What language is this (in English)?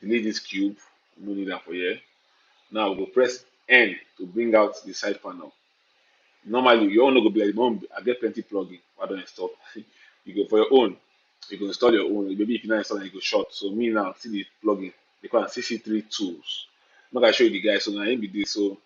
Nigerian Pidgin